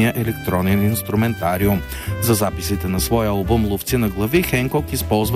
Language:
Bulgarian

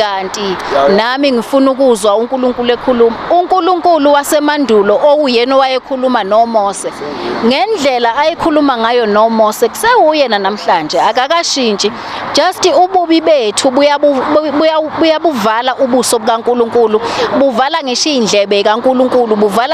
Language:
Zulu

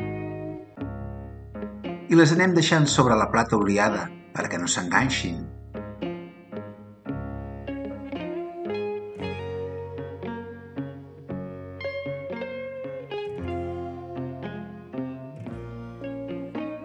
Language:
Catalan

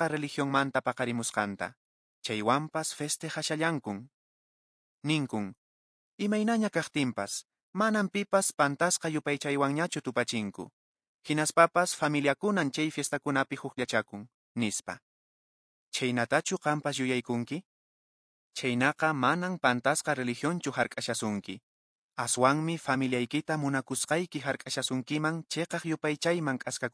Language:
Quechua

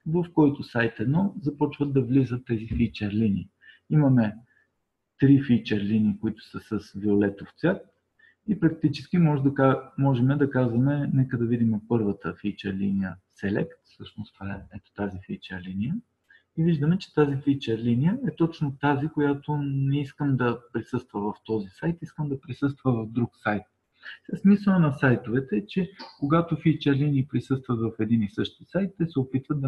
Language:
Bulgarian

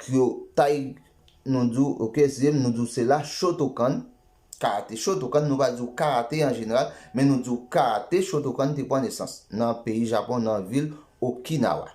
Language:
Haitian Creole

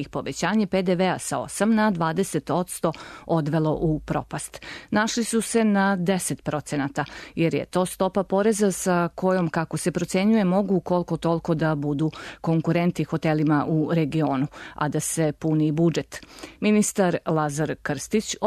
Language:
Serbian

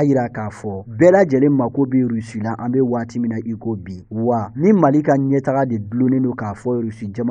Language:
Bambara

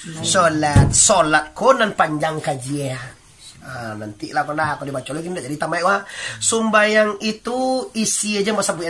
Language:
Minangkabau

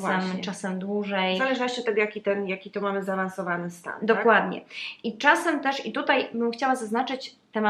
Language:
Polish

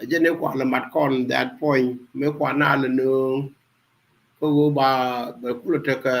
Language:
Nuer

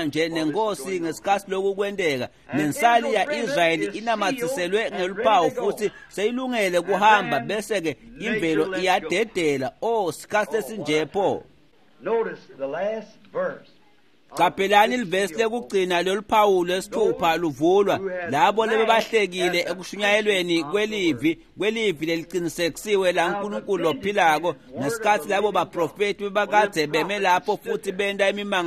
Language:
Swati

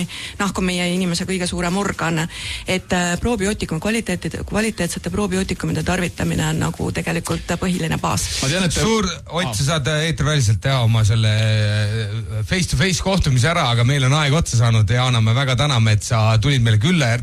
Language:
Estonian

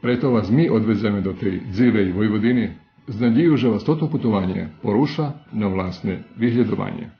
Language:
Rusyn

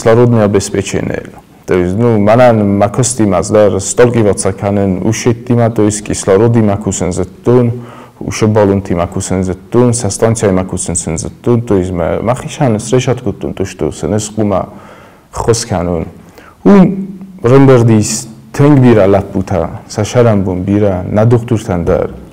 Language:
Ossetic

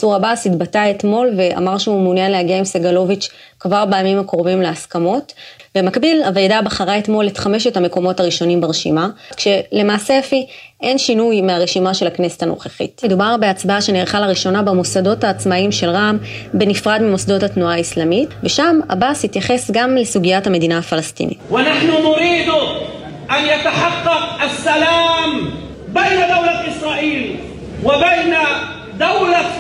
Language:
Hebrew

